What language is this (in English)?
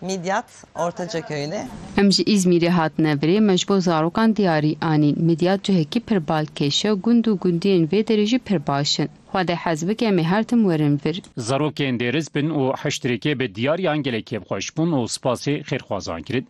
Kurdish